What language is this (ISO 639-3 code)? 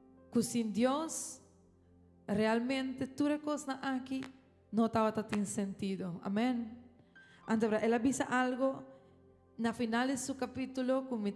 pap